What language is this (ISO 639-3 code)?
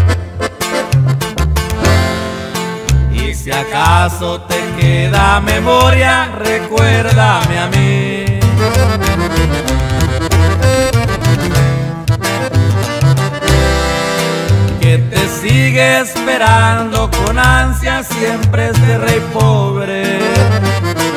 spa